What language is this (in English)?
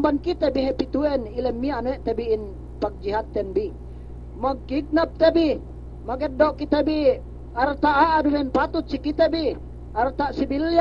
Yakan